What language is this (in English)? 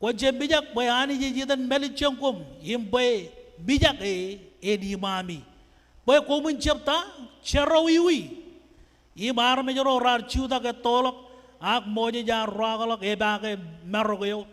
Marshallese